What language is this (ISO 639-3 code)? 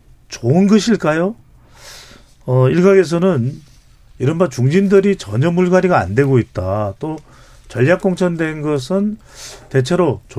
kor